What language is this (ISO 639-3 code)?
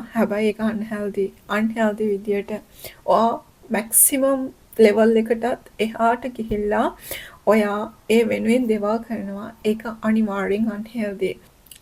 sin